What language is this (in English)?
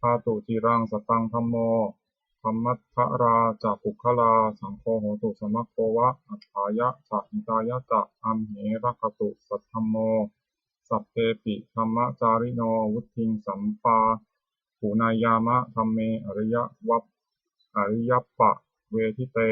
Pali